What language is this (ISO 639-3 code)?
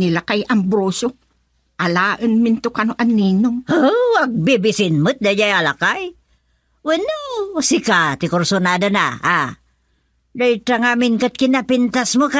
ilo